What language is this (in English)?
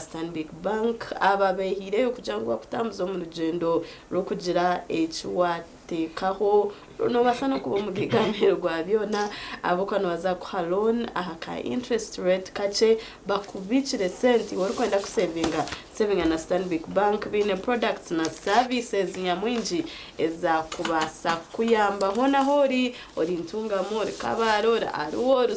Nyankole